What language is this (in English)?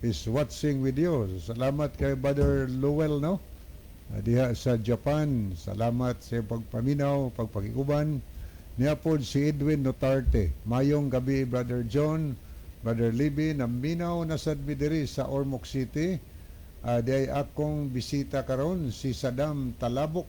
Cebuano